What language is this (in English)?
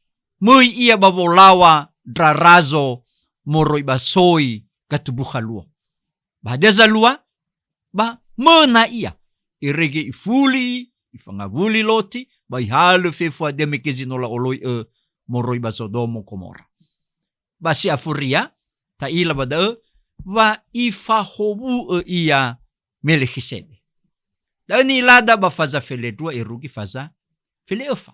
Nias